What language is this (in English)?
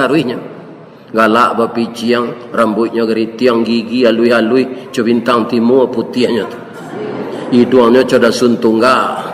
Minangkabau